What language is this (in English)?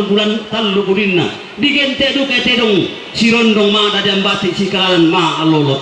Toraja-Sa'dan